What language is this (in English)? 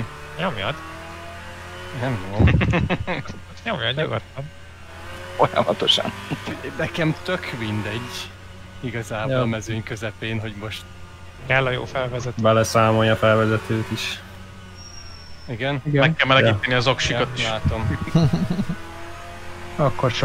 Hungarian